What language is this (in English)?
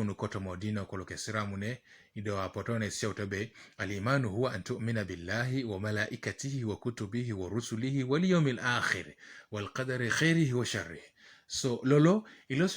Teso